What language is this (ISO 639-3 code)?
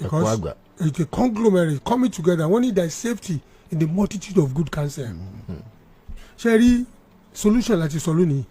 yor